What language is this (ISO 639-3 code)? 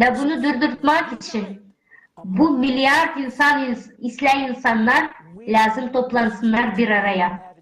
gag